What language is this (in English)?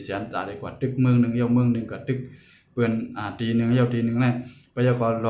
Shan